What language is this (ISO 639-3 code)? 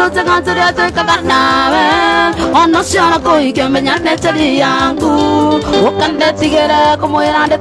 kik